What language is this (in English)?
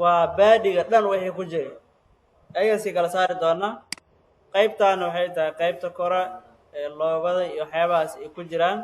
Somali